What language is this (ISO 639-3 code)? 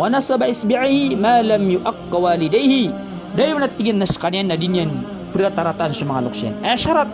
mrw